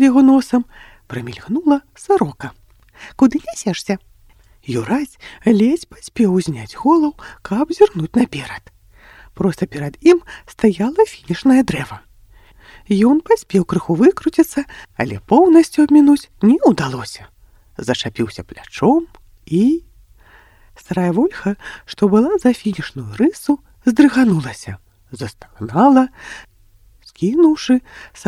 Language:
Belarusian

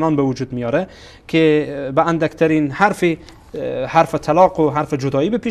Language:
Persian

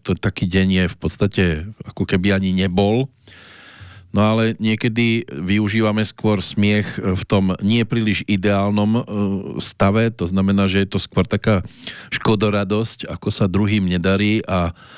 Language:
Slovak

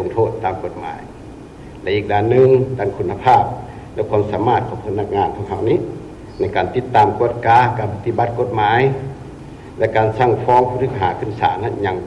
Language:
Lao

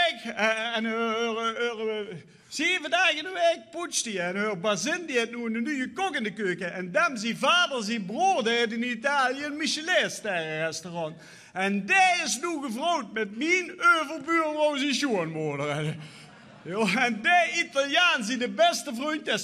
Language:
Limburgish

